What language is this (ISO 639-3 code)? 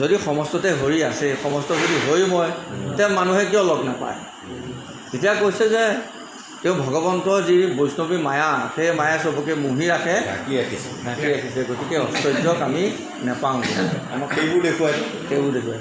asm